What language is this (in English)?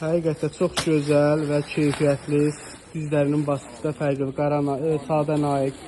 Azerbaijani